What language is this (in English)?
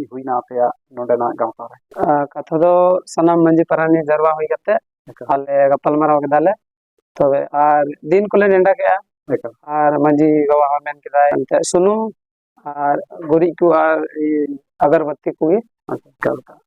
Santali